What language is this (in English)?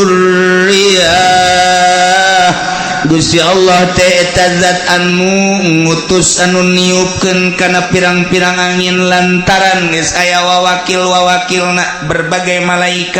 Sundanese